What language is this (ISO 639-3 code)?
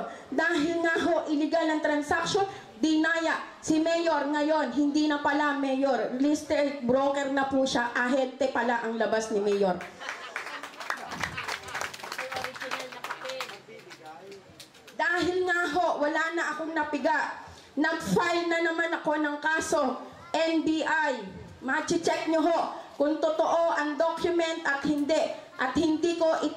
fil